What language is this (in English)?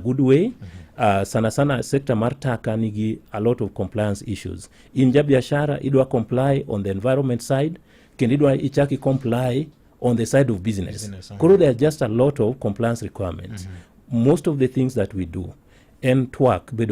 Luo (Kenya and Tanzania)